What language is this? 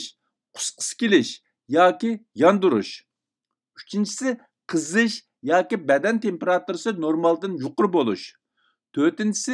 Uyghur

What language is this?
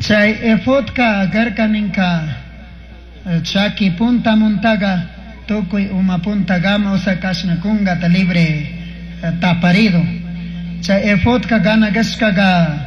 Chimborazo Highland Quichua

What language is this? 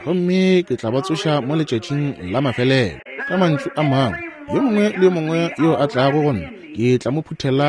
Northern Sotho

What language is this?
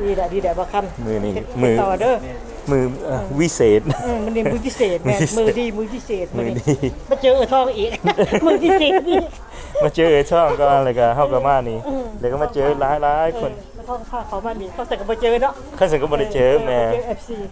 Lao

